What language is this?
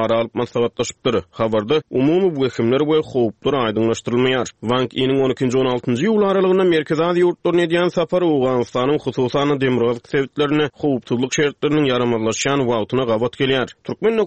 Turkmen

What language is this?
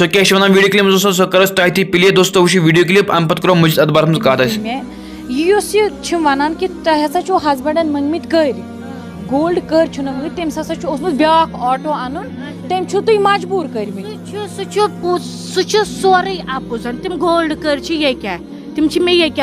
Kashmiri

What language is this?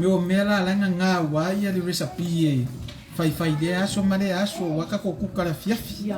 Samoan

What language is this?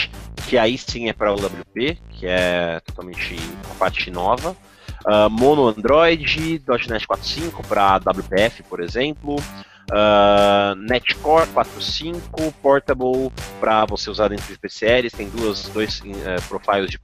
Portuguese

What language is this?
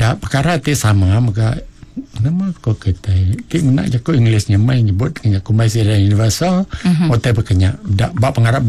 Iban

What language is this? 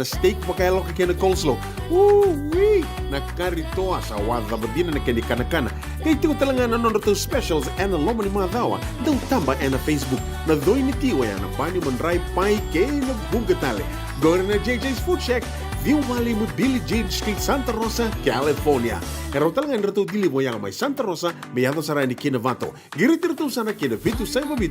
Fijian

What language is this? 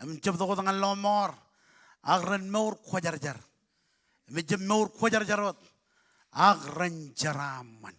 Marshallese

